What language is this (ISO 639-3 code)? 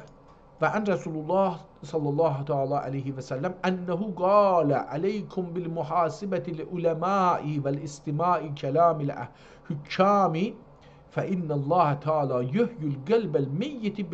azb